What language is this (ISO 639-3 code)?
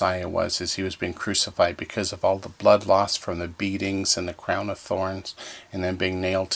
eng